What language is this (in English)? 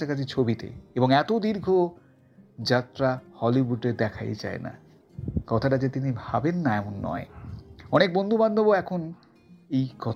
Bangla